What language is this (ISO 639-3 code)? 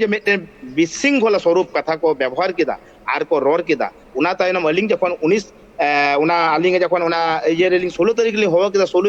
sat